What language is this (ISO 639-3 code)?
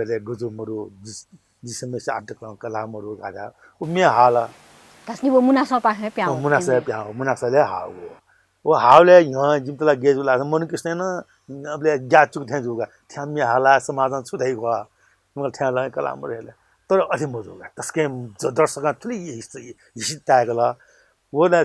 new